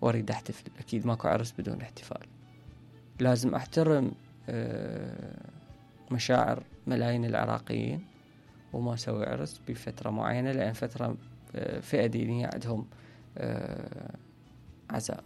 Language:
Mesopotamian Arabic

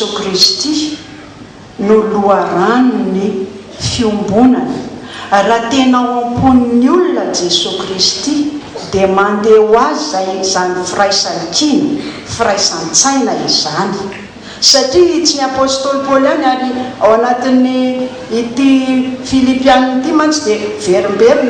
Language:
Malagasy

